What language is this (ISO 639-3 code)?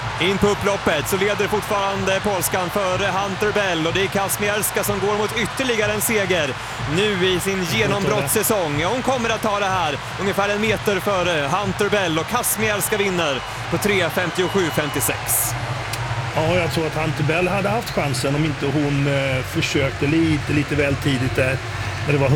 swe